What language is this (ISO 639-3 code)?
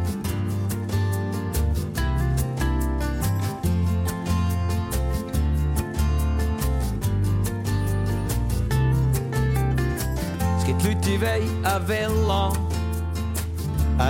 deu